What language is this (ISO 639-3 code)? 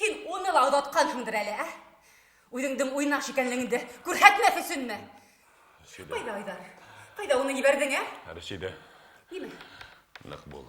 bak